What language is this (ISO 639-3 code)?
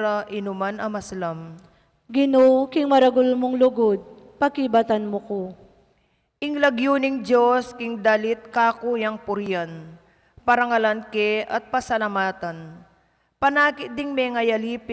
pam